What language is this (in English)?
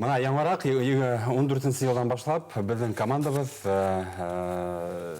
Bashkir